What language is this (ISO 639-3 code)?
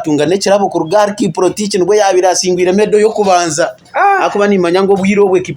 nyn